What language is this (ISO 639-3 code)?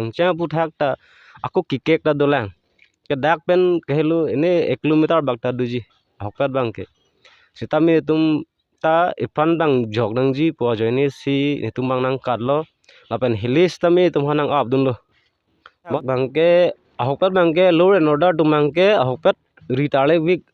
mjw